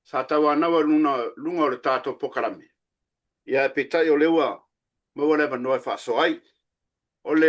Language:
Samoan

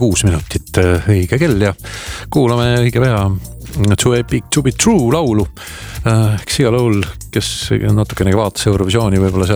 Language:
Estonian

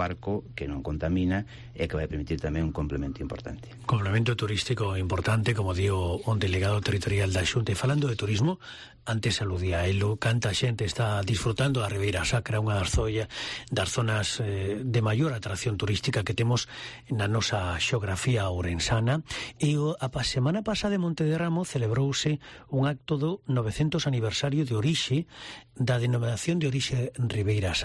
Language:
Galician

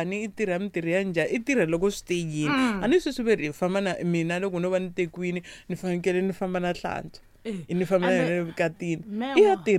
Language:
Tsonga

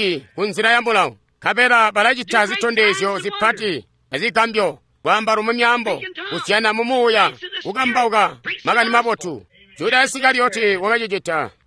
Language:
Tonga (Zambia)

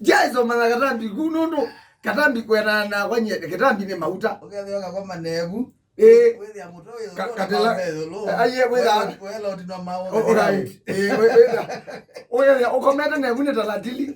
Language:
Kamba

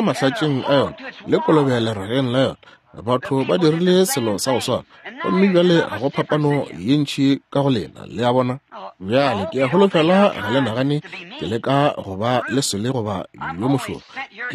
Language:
Northern Sotho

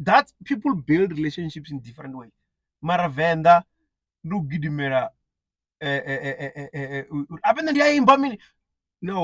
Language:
Venda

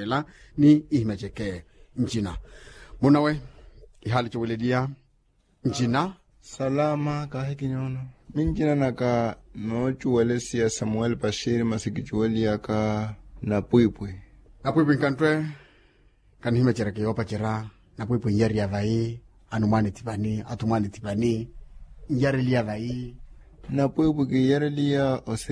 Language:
Makhuwa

